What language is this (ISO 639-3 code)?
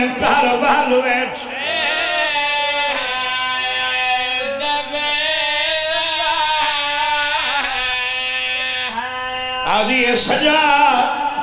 urd